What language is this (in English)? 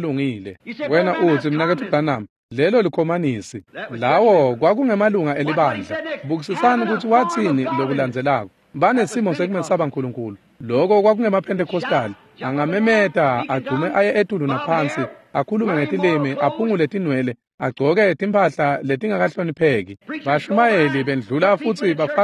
Swati